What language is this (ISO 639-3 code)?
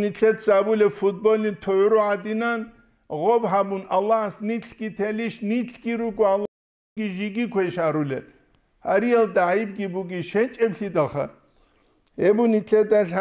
ava